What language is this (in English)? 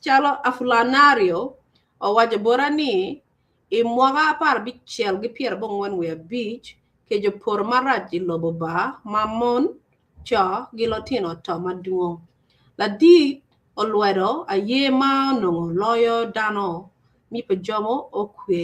Acoli